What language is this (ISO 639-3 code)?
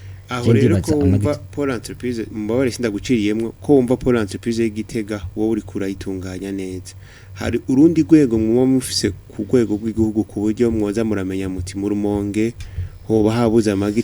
run